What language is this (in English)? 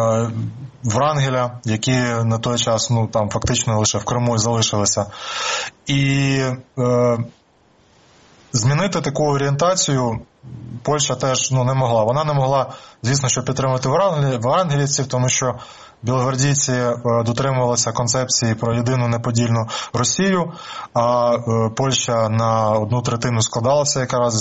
Ukrainian